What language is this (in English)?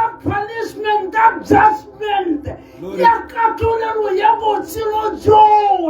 Tswana